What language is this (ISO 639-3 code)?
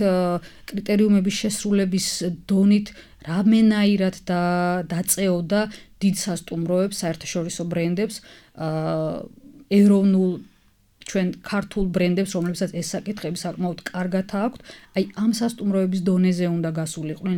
kat